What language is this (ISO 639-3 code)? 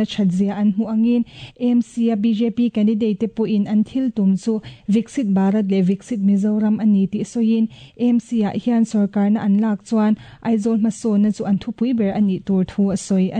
lus